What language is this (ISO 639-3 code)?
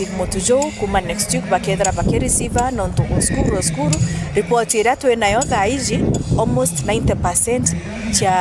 mer